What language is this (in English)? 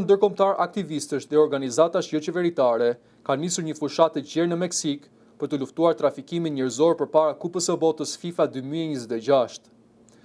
Albanian